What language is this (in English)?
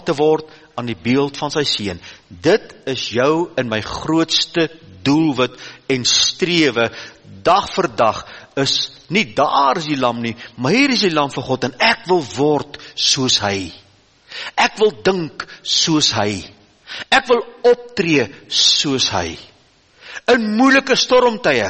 Afrikaans